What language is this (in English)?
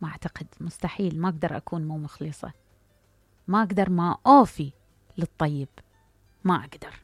Mesopotamian Arabic